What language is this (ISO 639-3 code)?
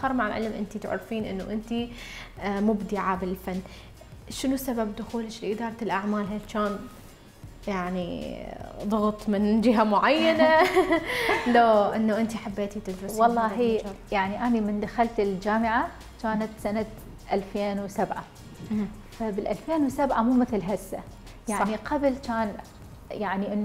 acm